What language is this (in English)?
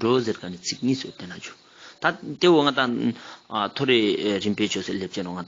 Ladakhi